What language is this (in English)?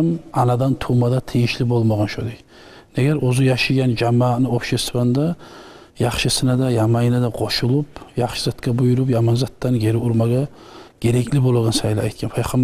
Kumyk